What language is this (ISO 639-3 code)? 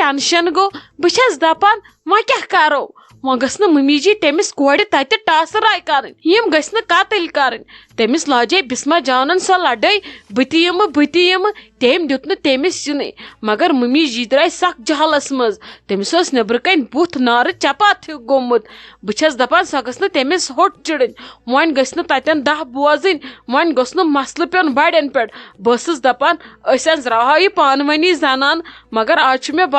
kas